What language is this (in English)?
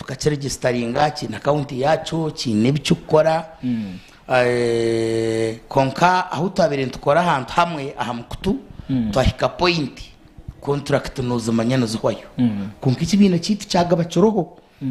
Nyankole